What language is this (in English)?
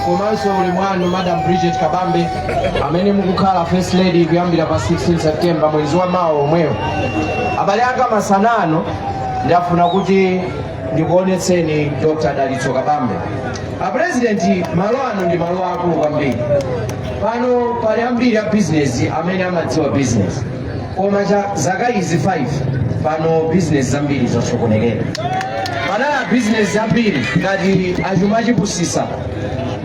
Nyanja